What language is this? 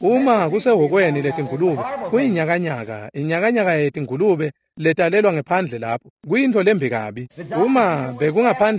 Swati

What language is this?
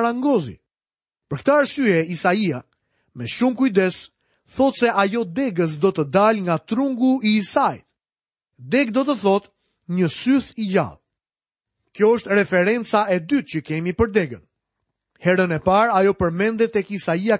Albanian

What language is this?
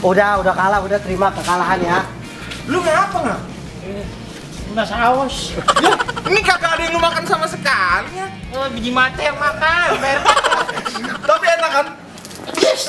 Betawi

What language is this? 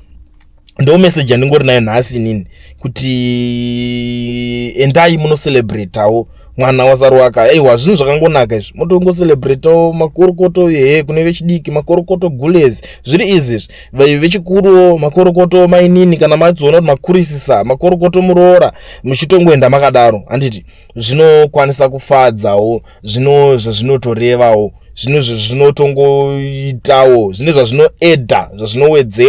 Shona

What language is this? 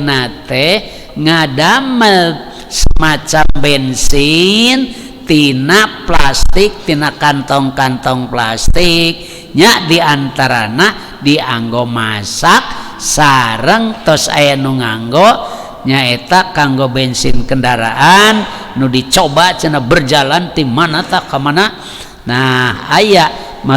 Sundanese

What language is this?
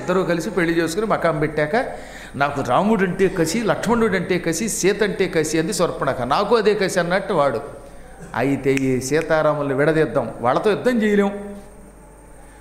Telugu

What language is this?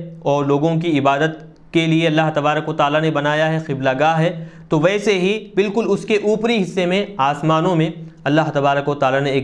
Urdu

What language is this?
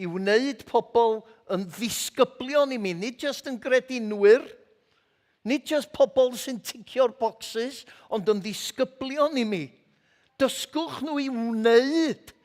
Welsh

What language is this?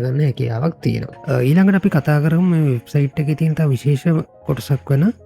Sinhala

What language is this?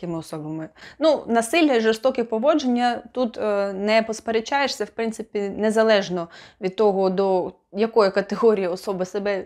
Ukrainian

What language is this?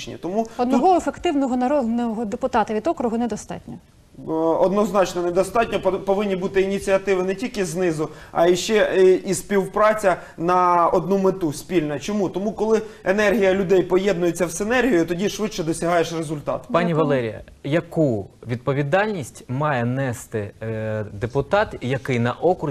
Ukrainian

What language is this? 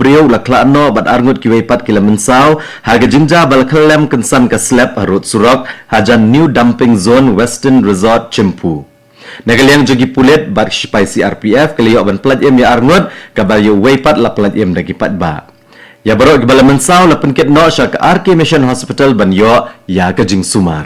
Khasi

